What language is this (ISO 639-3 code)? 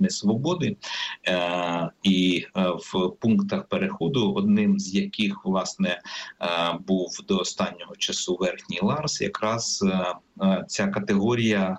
ukr